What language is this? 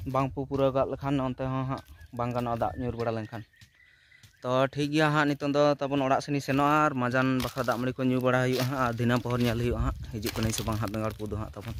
Santali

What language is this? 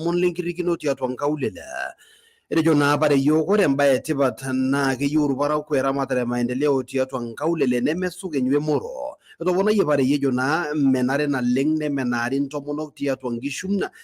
Masai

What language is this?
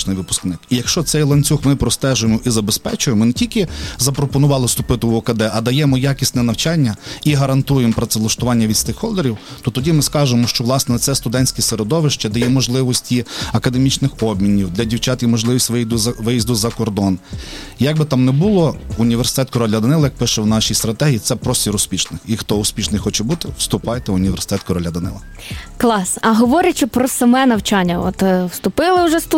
Ukrainian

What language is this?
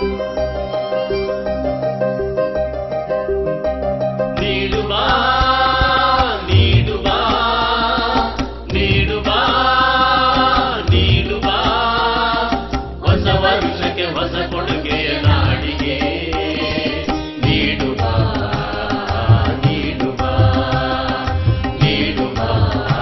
Kannada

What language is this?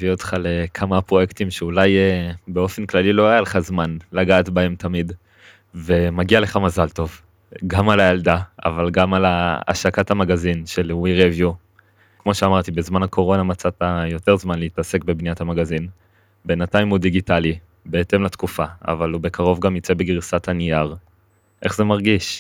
Hebrew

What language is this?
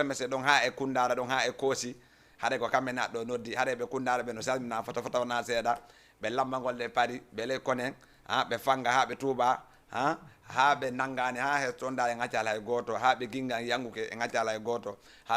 Fula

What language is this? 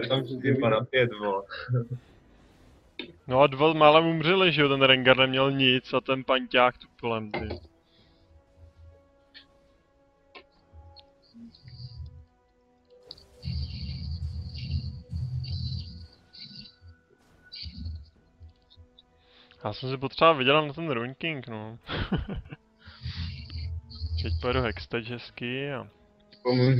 Czech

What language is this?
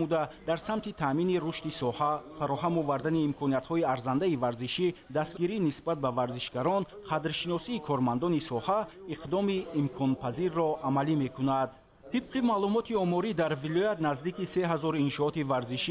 Tajik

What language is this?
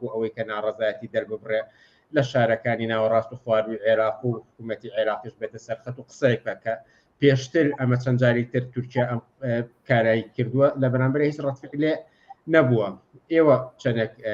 Central Kurdish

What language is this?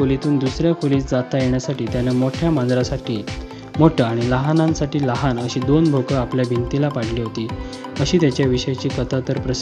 Marathi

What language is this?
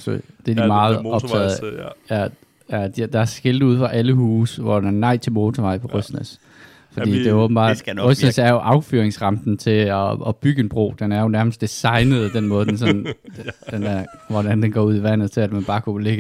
Danish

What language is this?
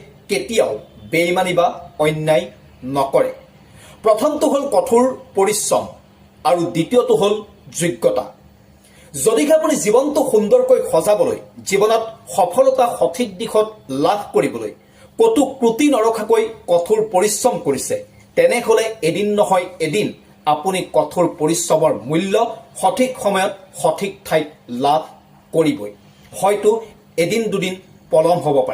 Assamese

